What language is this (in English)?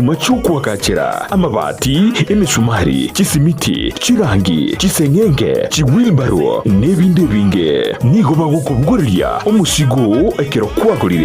Gusii